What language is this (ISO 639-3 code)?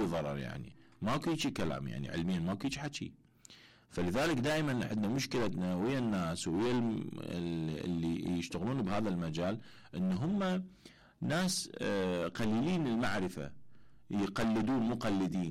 acm